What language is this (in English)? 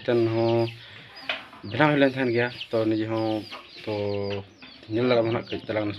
Santali